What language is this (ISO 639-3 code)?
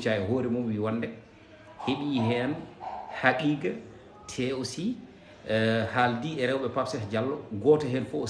ful